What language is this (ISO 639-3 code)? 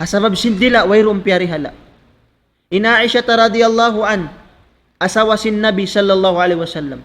tsg